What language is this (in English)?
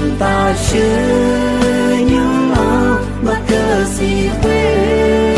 Akha